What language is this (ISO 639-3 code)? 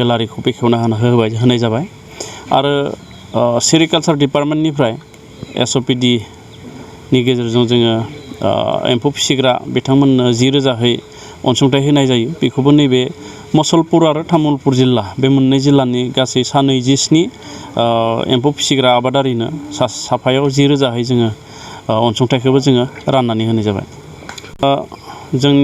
brx